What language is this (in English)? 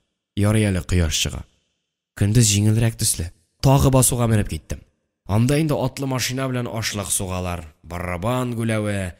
Tatar